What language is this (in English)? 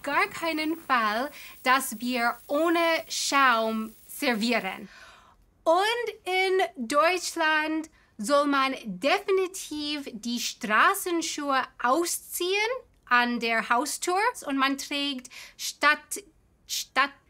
German